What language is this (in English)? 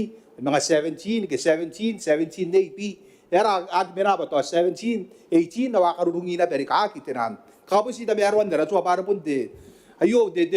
Gilbertese